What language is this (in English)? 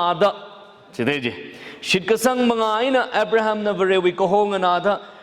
Tangkhul Naga (India)